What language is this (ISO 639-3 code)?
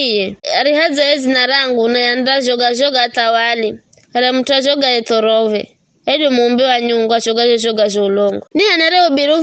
nyf